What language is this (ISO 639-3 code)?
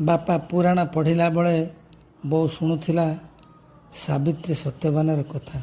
ori